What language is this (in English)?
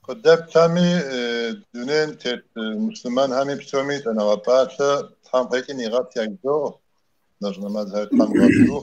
Kabardian